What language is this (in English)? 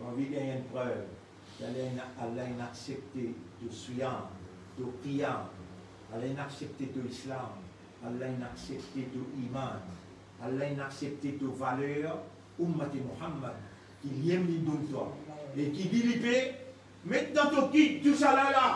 Morisyen